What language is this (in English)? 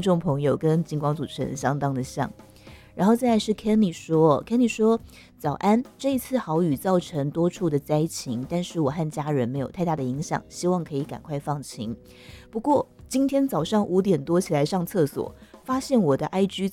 Chinese